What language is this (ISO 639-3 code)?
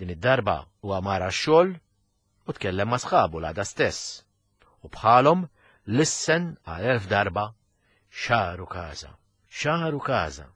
mlt